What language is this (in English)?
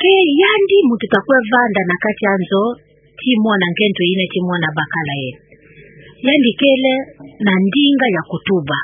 Kituba (Democratic Republic of Congo)